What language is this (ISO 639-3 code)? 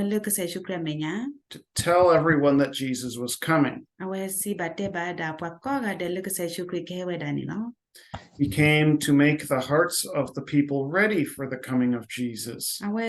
ksw